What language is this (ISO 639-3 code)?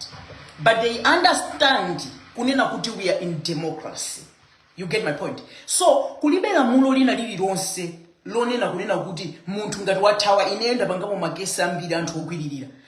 nya